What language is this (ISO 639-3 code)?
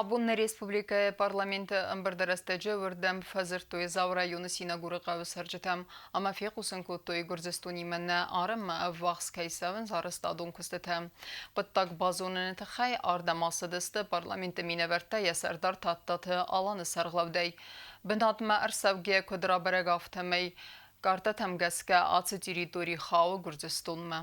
oss